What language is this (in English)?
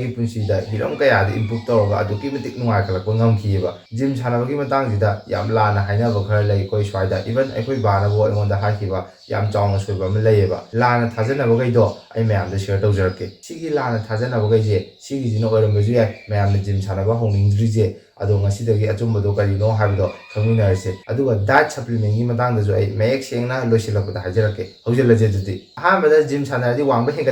Manipuri